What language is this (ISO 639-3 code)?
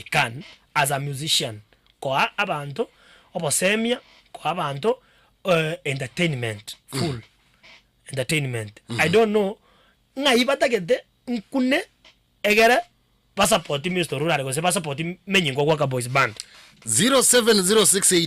guz